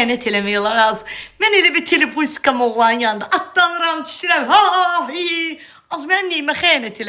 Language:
Azerbaijani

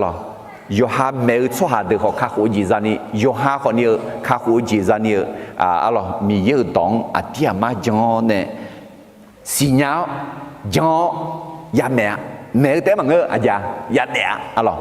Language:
Akha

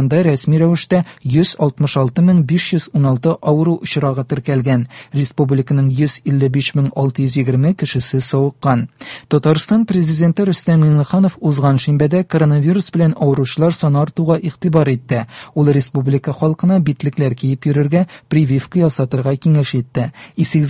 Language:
Tatar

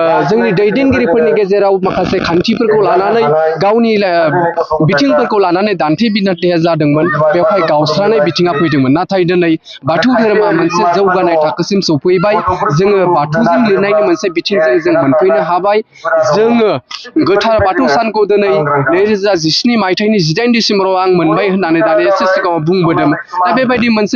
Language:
Bodo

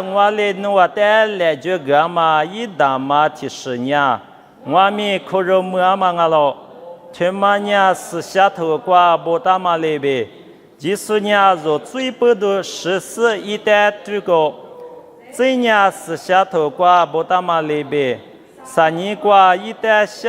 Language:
Lisu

